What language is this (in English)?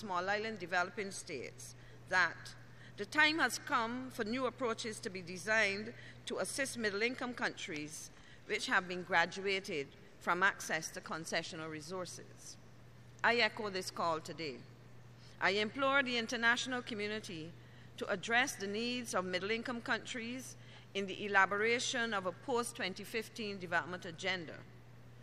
English